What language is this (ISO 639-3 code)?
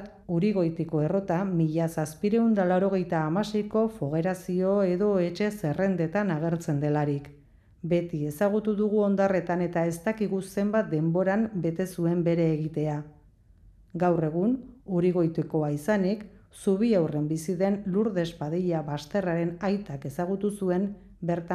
eus